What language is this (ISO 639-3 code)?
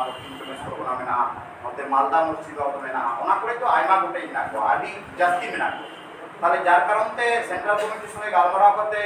sat